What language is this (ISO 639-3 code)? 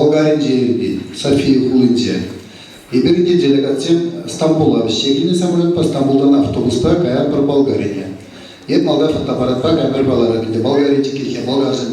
chv